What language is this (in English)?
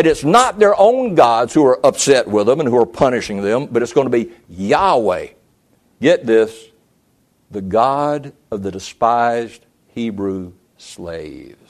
English